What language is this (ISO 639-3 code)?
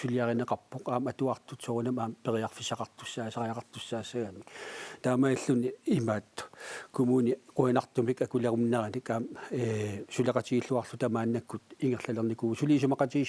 kal